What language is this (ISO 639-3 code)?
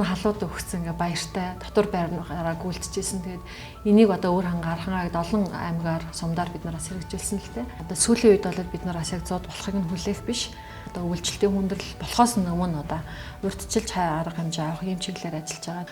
mon